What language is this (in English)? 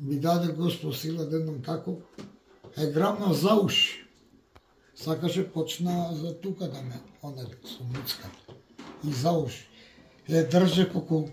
Macedonian